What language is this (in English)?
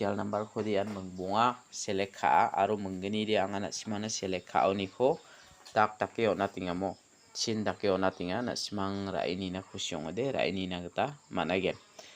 Garo